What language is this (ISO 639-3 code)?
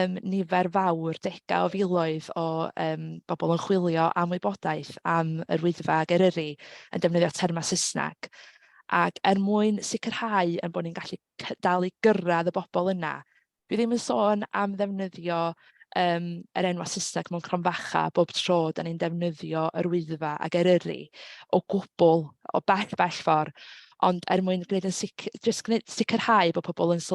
cym